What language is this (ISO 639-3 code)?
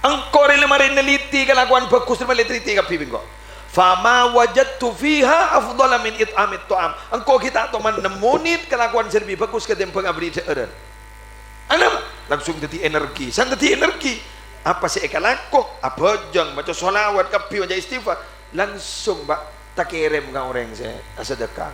mad